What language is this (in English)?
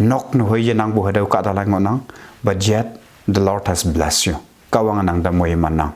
Konyak Naga